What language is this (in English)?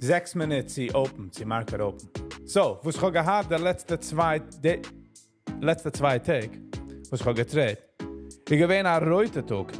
Yiddish